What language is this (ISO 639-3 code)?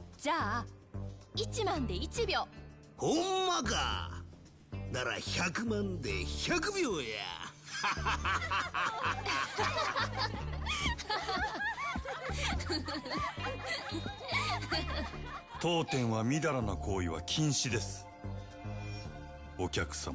jpn